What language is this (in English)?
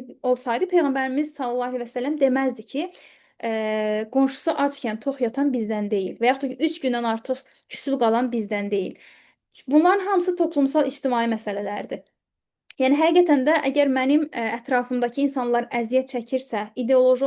Azerbaijani